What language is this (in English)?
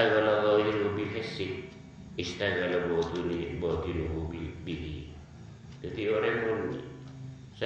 Madurese